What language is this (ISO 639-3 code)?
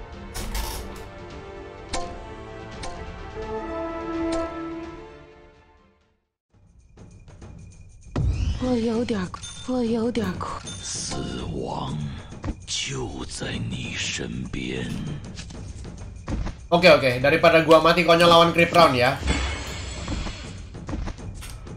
ind